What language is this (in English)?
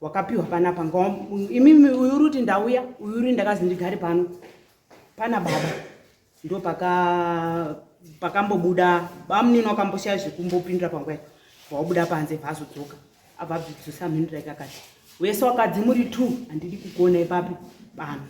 Shona